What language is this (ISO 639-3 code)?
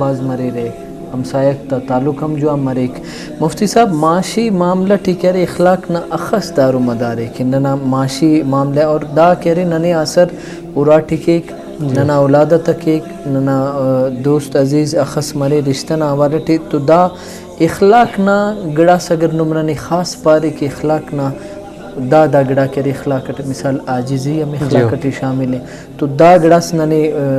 brh